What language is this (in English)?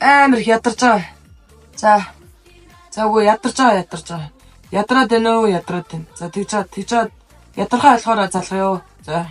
Mongolian